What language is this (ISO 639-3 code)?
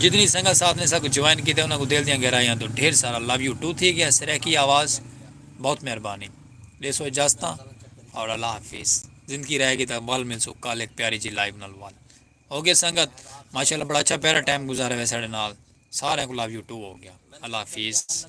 skr